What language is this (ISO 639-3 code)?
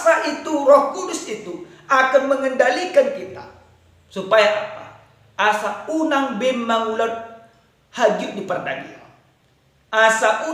bbc